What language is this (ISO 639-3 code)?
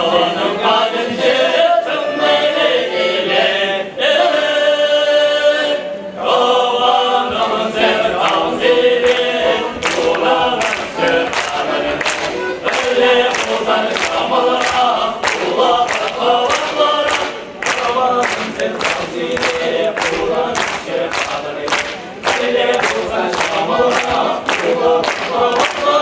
chv